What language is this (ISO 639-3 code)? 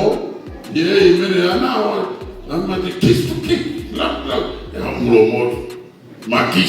nya